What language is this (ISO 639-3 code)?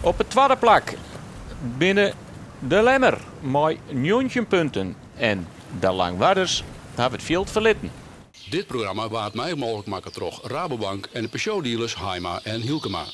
fry